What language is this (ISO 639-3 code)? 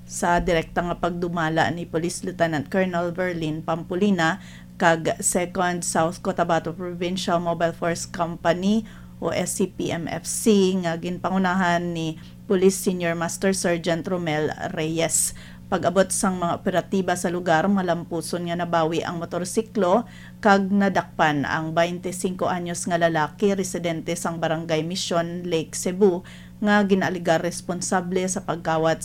hil